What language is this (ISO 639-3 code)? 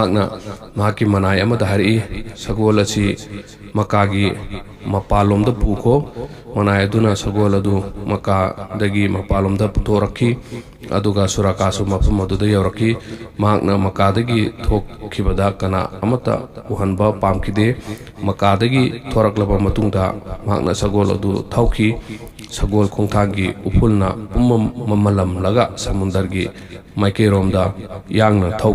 mni